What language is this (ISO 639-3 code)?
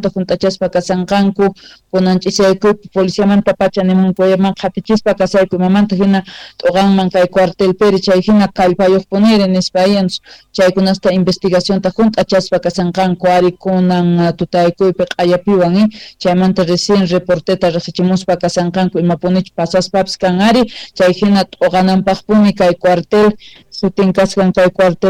quh